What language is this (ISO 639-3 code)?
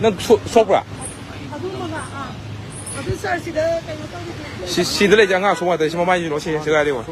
mni